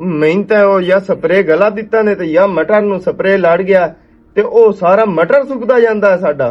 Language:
Western Panjabi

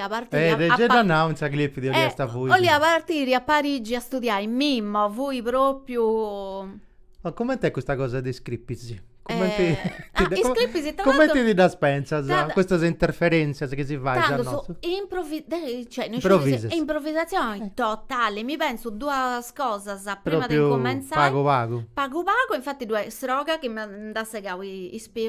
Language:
Sardinian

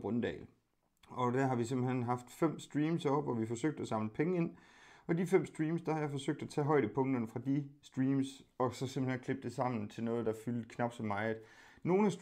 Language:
Danish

